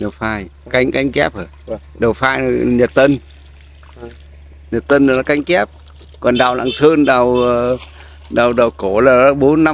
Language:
Vietnamese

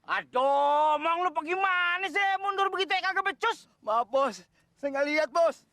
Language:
Betawi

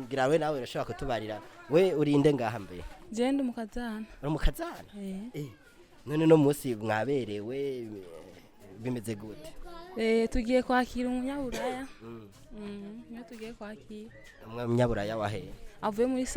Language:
Rundi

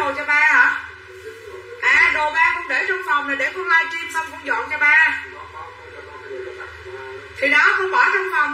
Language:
Vietnamese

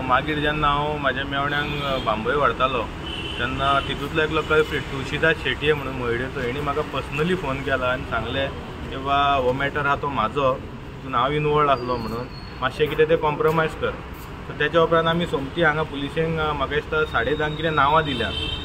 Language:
Konkani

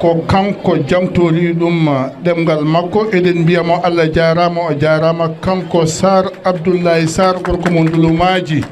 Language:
Fula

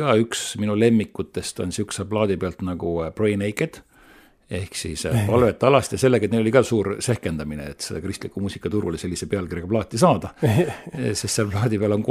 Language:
Estonian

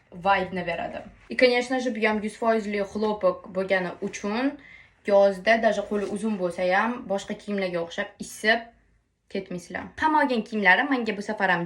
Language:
Uzbek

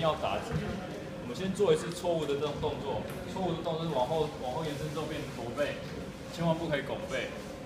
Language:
Chinese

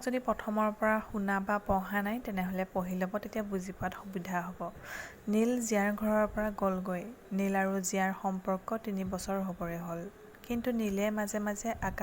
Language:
Assamese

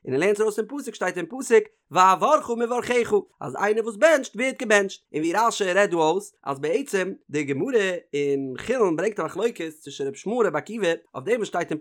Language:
Yiddish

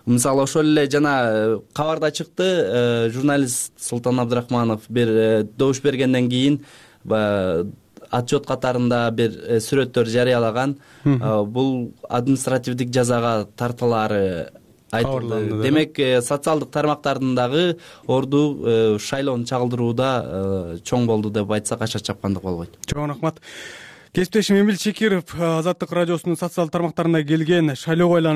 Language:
Kyrgyz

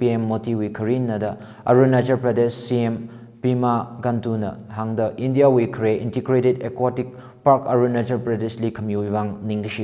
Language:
Tangkhul Naga (India)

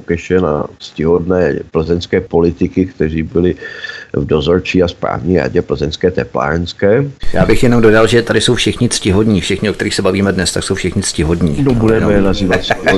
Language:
Czech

